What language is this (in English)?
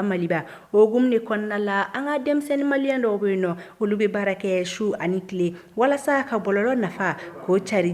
Bambara